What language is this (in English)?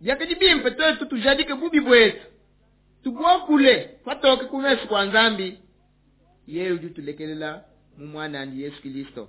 Luba-Lulua